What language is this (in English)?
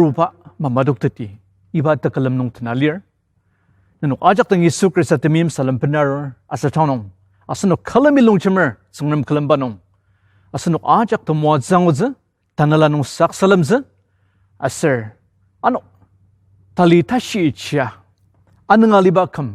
Ao Naga